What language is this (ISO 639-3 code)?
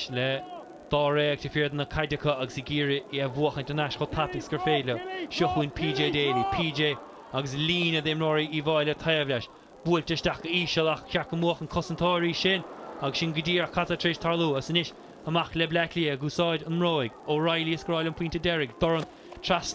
gle